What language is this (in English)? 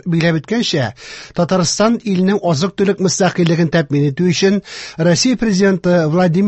Tatar